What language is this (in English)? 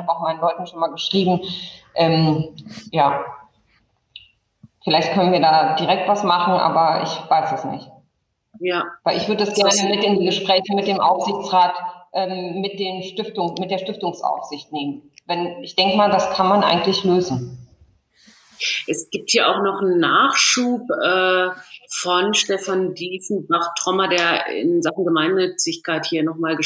German